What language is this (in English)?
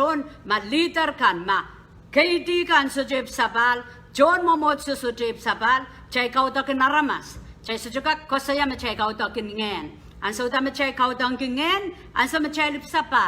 Pohnpeian